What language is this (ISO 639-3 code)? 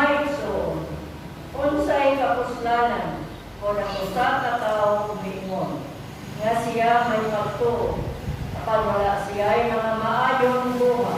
ceb